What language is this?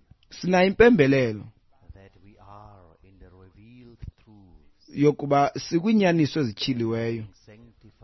Xhosa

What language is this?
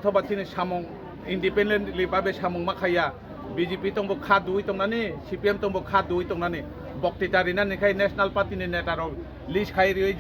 Kok Borok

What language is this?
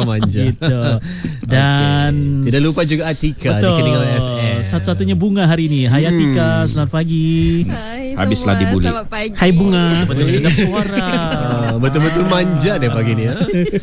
Malay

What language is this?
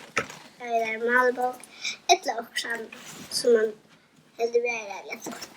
Faroese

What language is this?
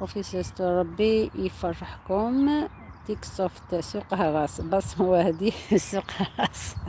Algerian Arabic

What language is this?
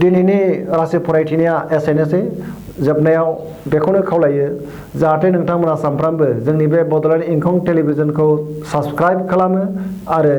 Bodo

